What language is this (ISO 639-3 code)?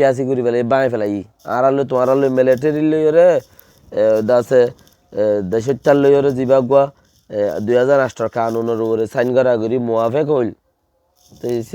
rhg